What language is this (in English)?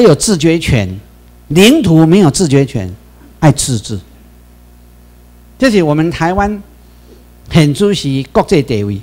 Chinese